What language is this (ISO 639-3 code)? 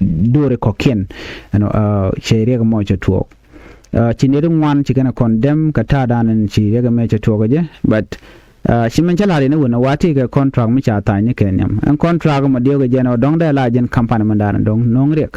nus